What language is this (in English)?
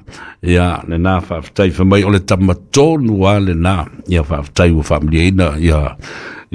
Samoan